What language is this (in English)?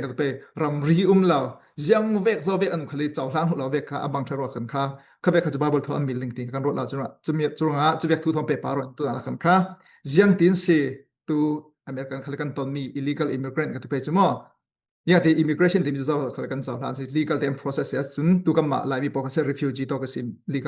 Falam Chin